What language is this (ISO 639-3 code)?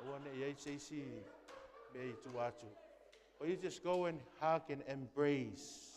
smo